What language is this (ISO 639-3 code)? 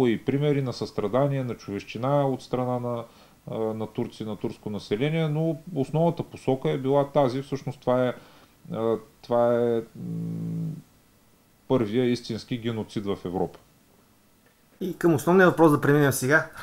bul